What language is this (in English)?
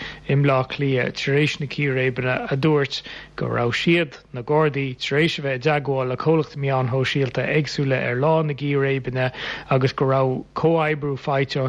Irish